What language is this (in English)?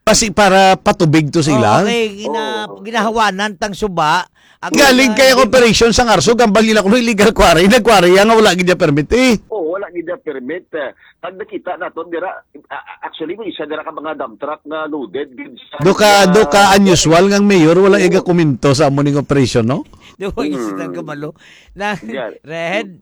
Hiligaynon